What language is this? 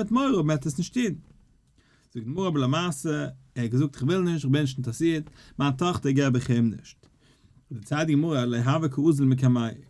Yiddish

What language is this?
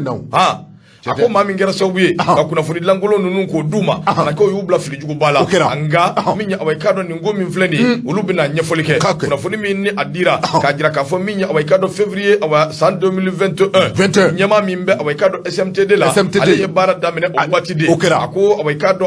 Bambara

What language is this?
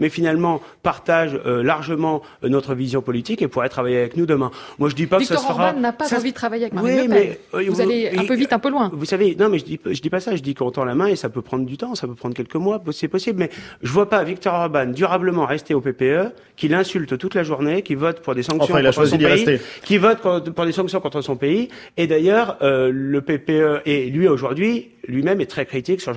French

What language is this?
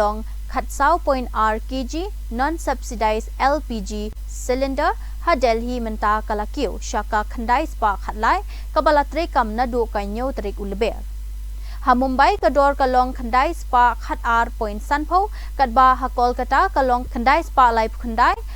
Khasi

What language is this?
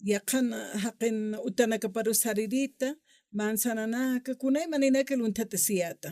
Aymara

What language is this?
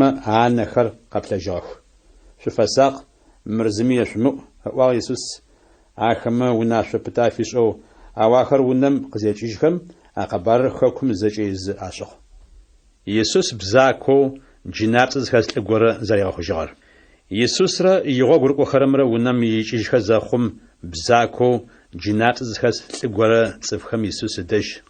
Adyghe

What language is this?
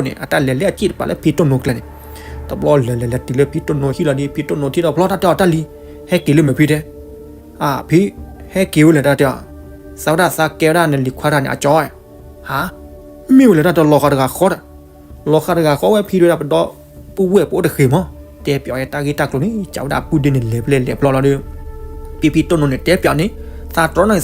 S'gaw Karen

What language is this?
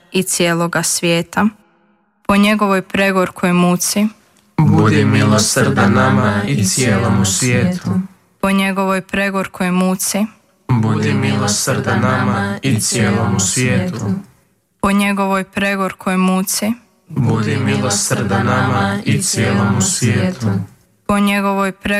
Croatian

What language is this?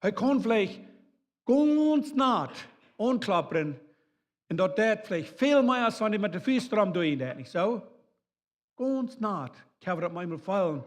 Plautdietsch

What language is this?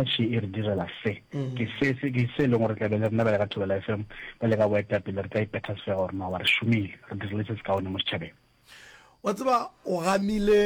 Northern Sotho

